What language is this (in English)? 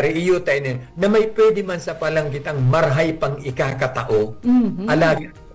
Bikol